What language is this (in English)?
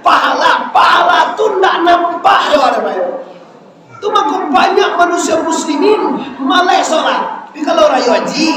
Minangkabau